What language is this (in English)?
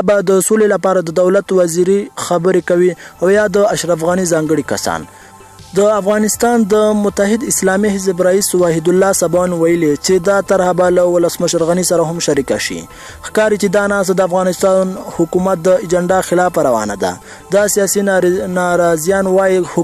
Pashto